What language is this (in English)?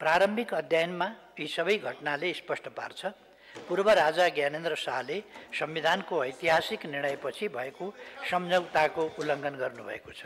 Nepali